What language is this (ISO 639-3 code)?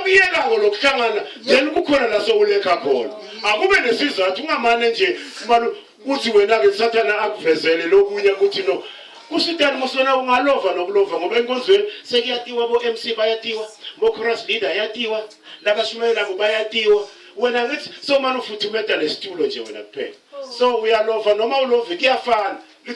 zul